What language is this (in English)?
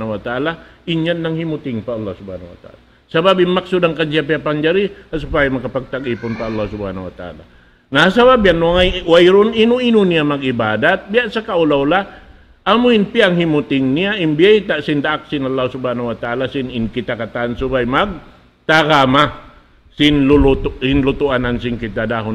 Tausug